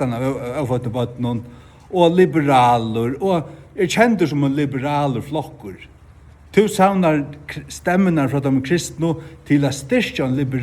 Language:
Faroese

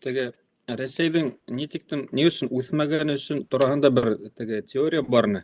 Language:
Bashkir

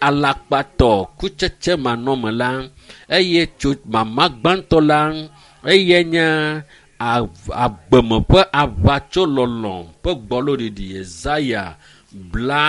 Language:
Ewe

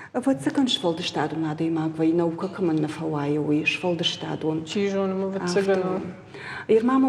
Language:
Ossetic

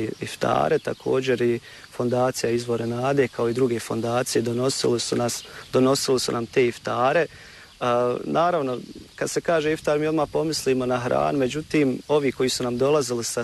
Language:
Bosnian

